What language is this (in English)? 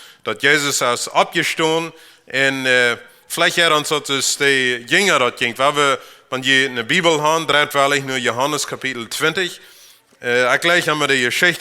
Plautdietsch